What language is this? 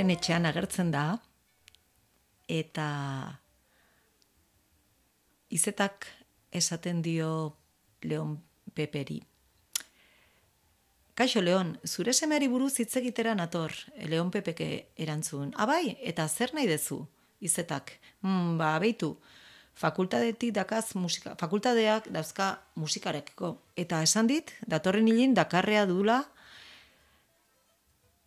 Basque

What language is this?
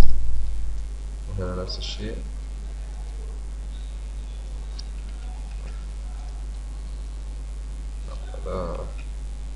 Egyptian Arabic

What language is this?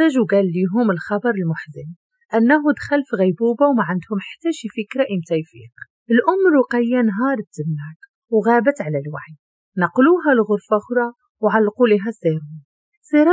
Moroccan Arabic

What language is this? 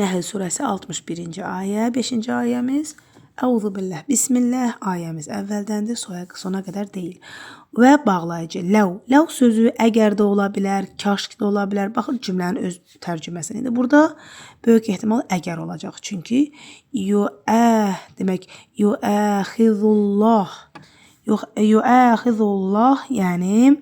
Azerbaijani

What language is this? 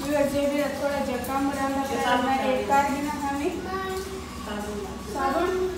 Saraiki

